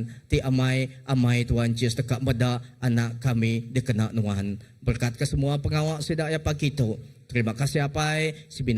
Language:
Iban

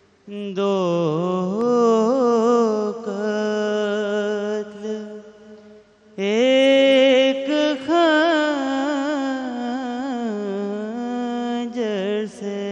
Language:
Urdu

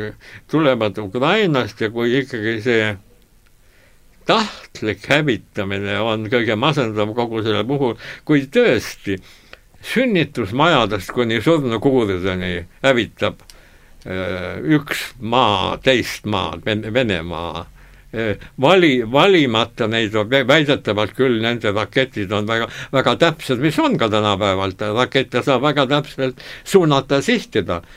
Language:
Estonian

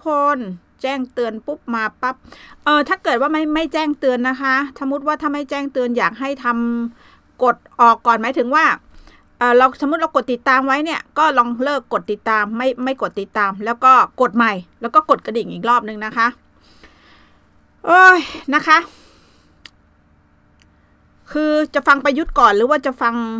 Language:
Thai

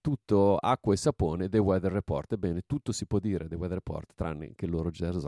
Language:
Italian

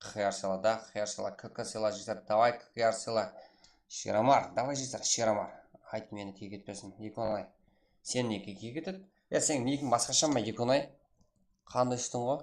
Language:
Kara-Kalpak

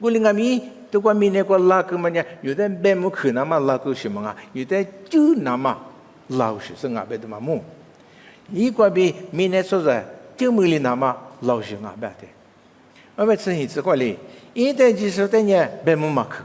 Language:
Lisu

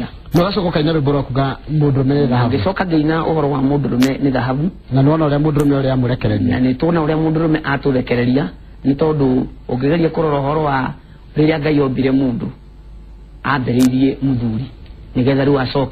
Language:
Kikuyu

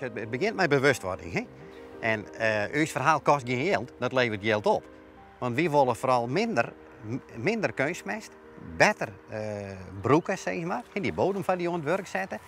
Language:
Western Frisian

